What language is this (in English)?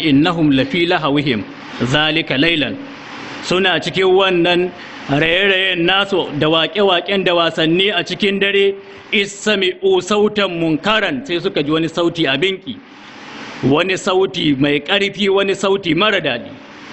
Hausa